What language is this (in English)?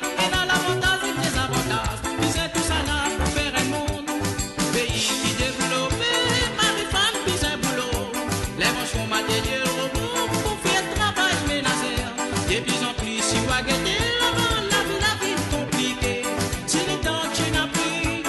Morisyen